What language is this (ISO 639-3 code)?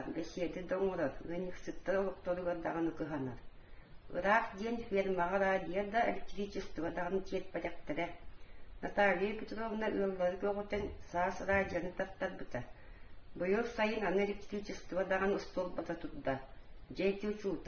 sah